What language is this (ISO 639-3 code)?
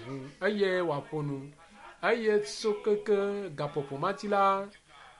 ewe